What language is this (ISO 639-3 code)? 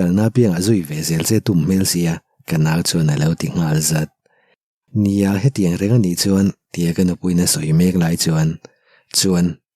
lus